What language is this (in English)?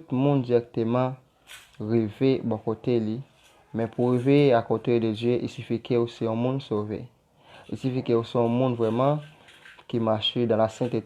Haitian Creole